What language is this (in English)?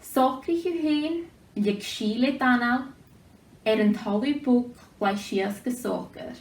Scottish Gaelic